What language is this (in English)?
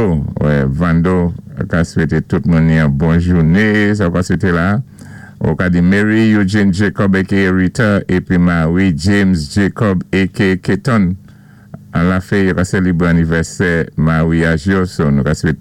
Saint Lucian Creole French